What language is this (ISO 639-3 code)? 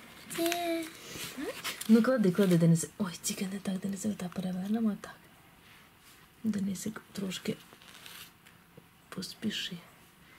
ukr